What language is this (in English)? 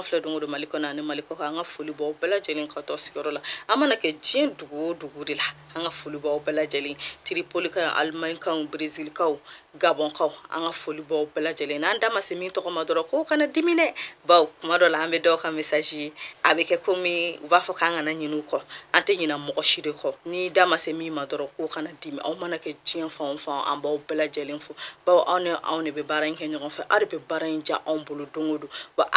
Bambara